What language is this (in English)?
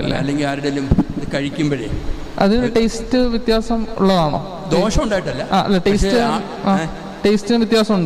Malayalam